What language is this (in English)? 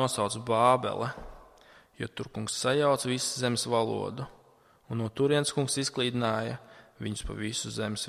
Latvian